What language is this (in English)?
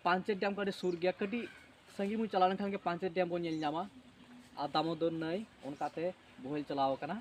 Santali